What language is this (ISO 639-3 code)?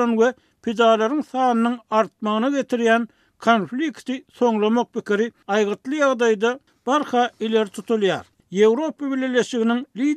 tuk